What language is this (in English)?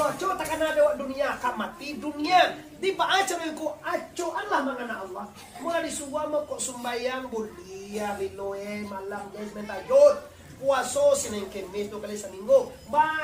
Minangkabau